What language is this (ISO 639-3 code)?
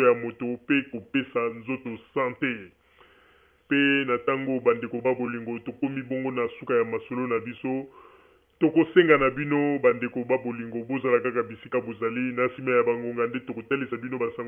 lin